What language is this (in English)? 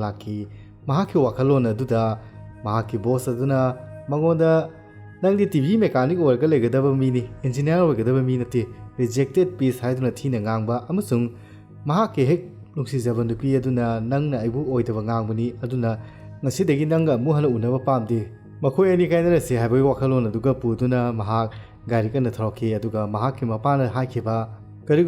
Manipuri